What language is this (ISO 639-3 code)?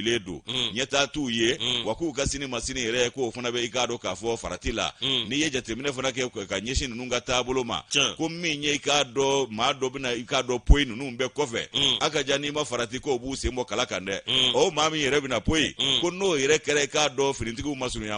bam